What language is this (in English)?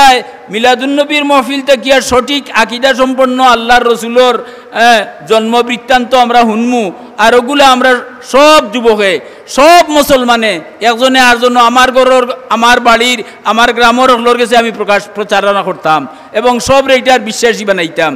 Sylheti